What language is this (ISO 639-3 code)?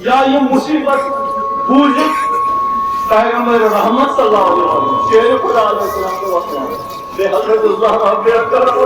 kas